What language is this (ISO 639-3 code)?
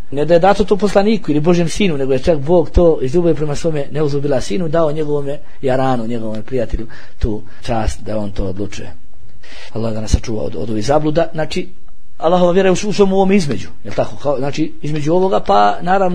bos